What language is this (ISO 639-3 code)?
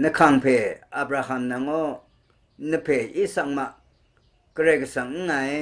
raw